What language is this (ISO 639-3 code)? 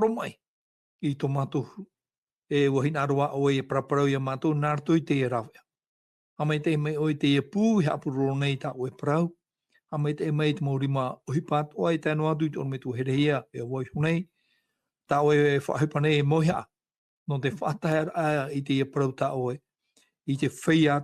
tah